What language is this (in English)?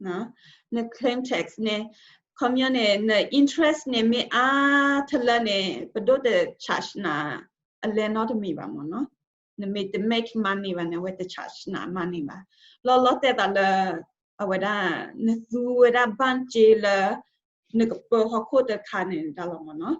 S'gaw Karen